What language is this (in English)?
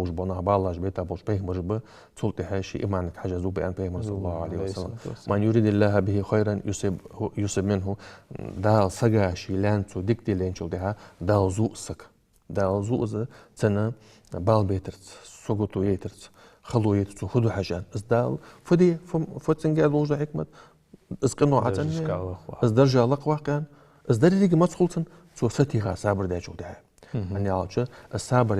Ingush